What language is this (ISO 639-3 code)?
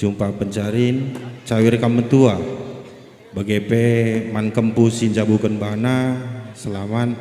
btx